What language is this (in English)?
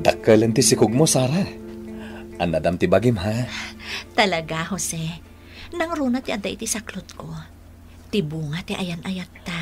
Iloko